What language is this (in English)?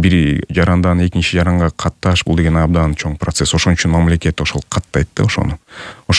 Kyrgyz